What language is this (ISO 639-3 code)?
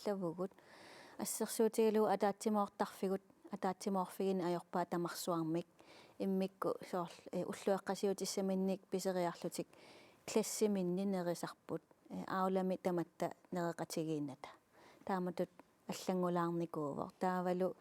kal